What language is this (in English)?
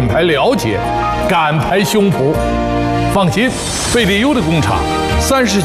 Chinese